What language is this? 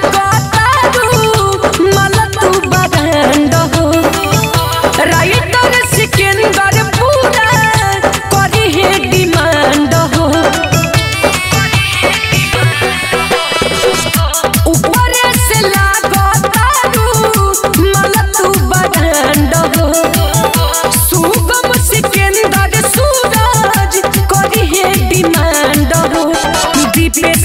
Bhojpuri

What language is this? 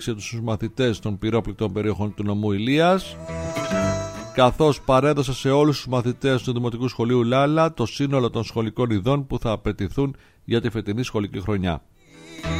Greek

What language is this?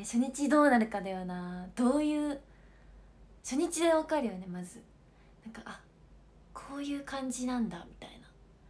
Japanese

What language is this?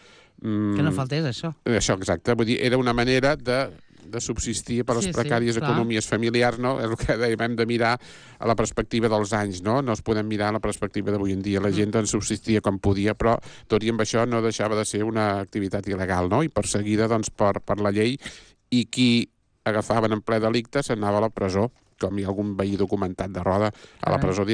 Catalan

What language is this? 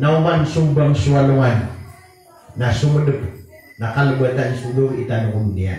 Maranao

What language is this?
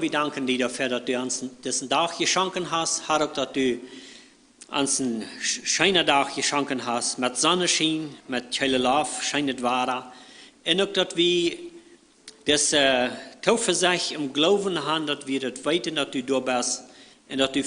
Plautdietsch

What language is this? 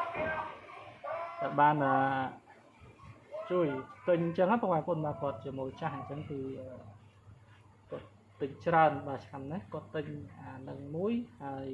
Khmer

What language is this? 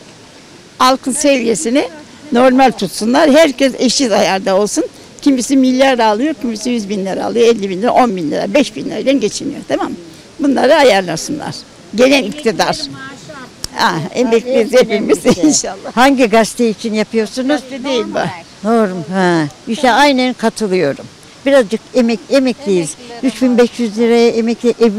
Turkish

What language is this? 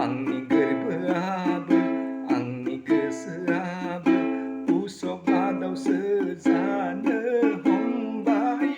Bodo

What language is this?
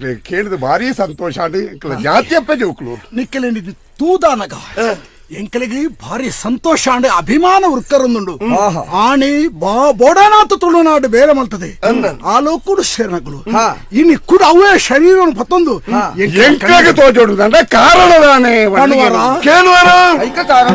Tulu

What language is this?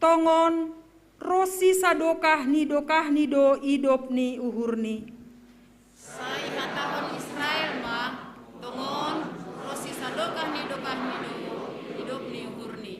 Batak Simalungun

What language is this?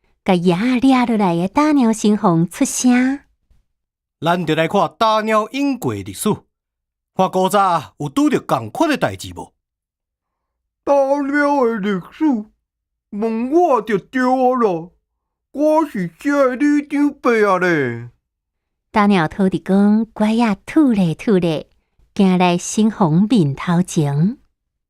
Min Nan Chinese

